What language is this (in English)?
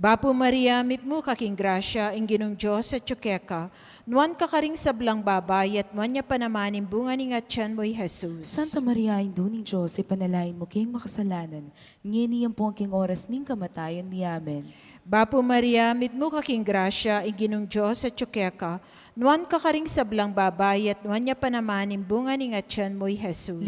Pampanga